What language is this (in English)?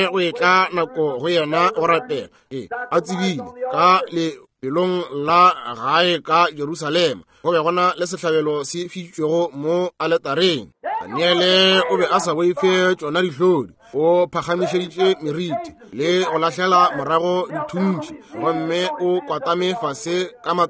Northern Sotho